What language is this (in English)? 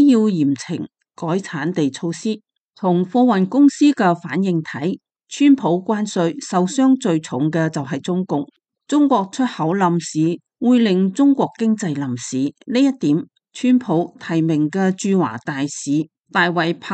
Cantonese